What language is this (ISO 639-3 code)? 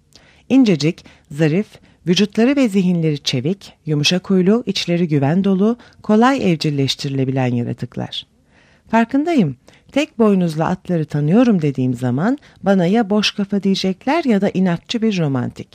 tur